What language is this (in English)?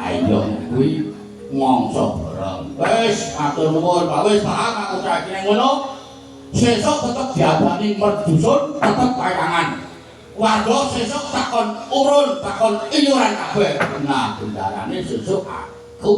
Javanese